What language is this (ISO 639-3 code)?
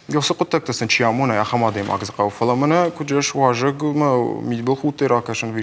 oss